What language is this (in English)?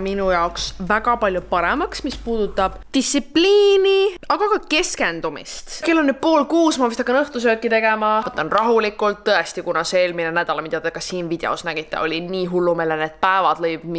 Estonian